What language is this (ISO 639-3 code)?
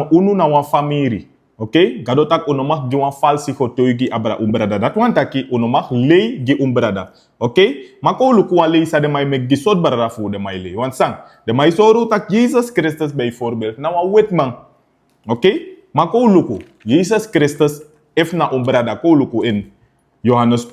srn